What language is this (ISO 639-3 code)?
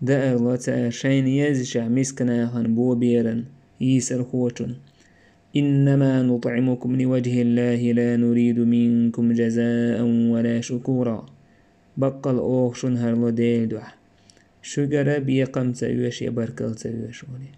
che